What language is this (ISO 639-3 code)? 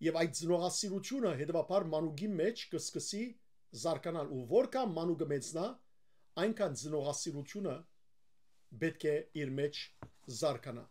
hyw